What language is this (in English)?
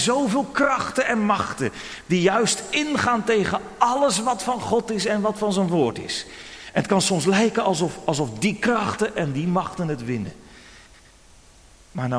Dutch